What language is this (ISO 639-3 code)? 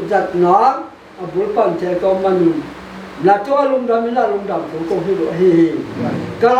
pck